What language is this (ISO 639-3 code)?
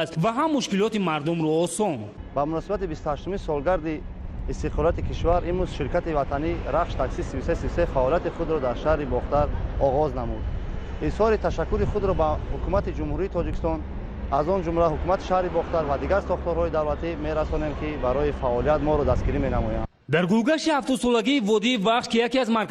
tgk